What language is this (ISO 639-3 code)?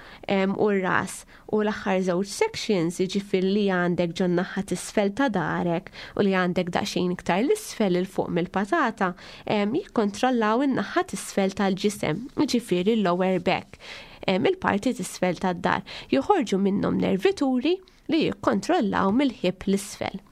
mlt